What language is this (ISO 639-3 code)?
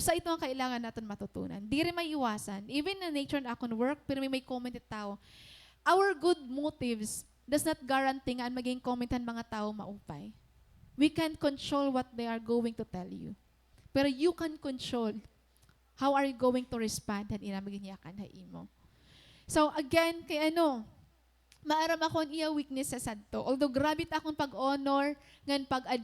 war